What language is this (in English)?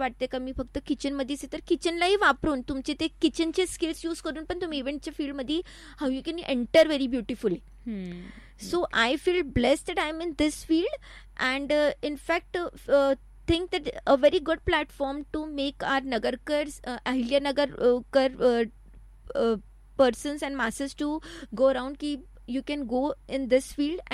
Marathi